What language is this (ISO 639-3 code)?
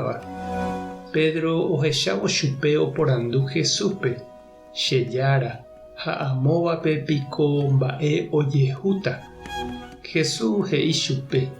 grn